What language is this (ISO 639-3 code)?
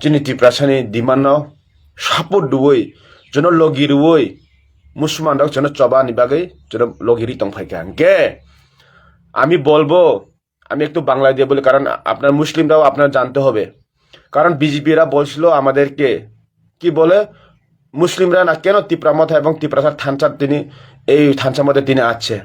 trp